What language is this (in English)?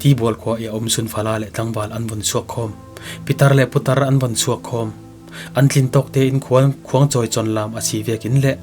Falam Chin